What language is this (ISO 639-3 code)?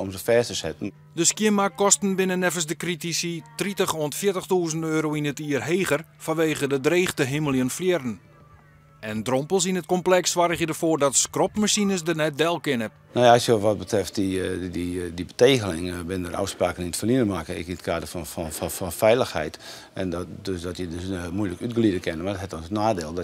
fry